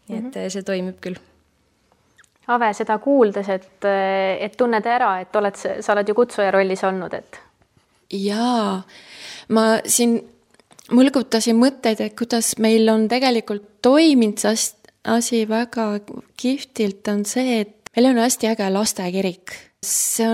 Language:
Estonian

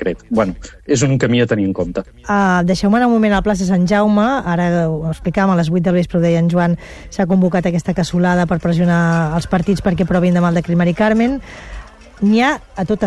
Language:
Catalan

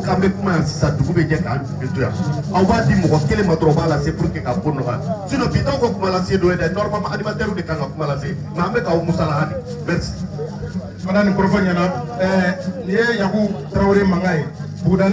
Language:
Bambara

